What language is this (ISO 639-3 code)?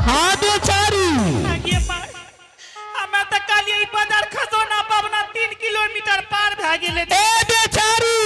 anp